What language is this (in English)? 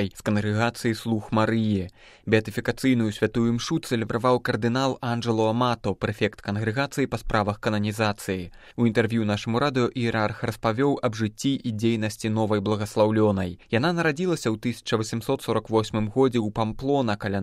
Belarusian